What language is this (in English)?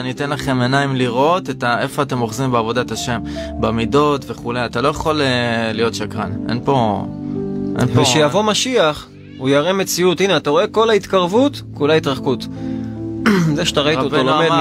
Hebrew